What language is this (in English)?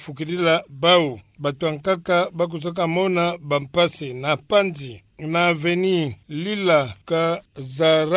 Kituba (Democratic Republic of Congo)